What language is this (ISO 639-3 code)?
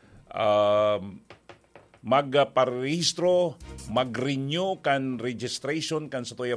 bik